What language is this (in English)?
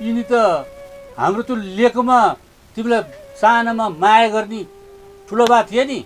Nepali